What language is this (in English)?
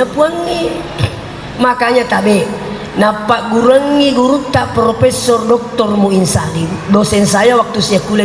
Buginese